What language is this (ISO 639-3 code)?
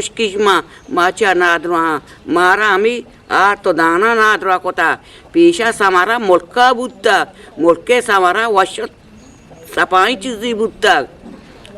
bgp